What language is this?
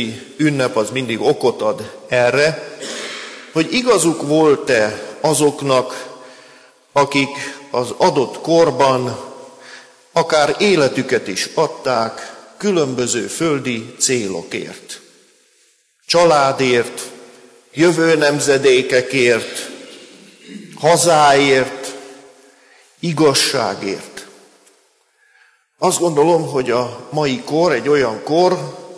Hungarian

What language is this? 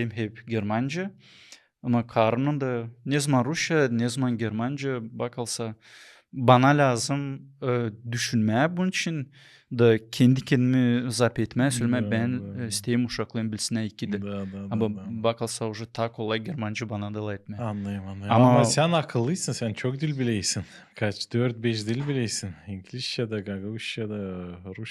Gagauz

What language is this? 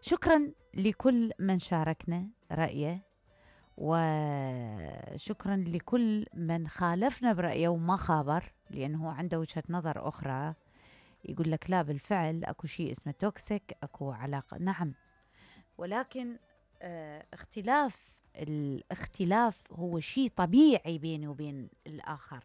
Mesopotamian Arabic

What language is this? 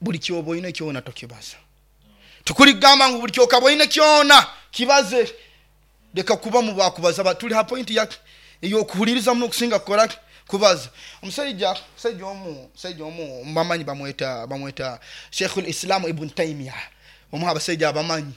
Nyoro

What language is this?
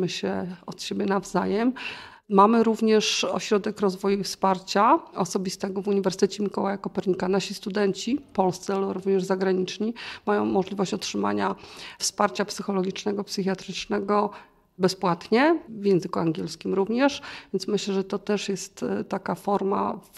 Polish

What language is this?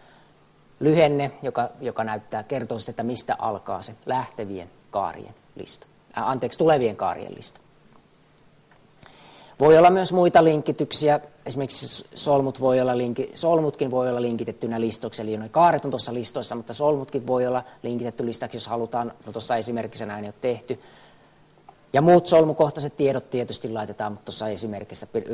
Finnish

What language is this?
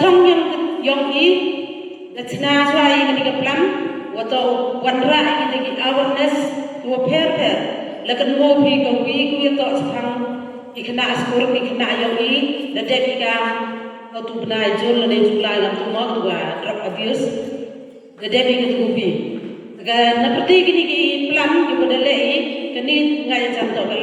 Khasi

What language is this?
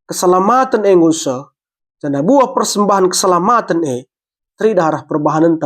Batak Karo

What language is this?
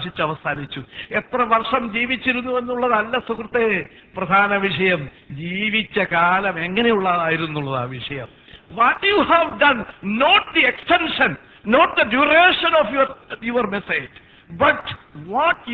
Malayalam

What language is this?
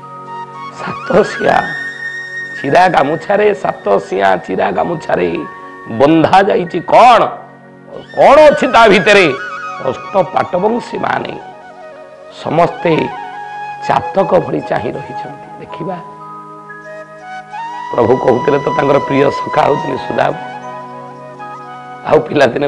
Odia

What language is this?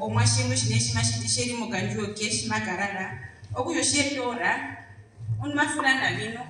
Herero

